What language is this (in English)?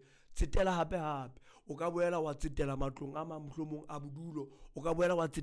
Southern Sotho